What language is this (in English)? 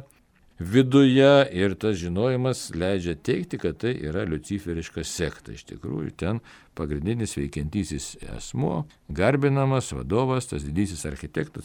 Lithuanian